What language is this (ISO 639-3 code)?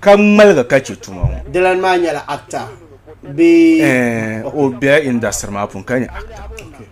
dag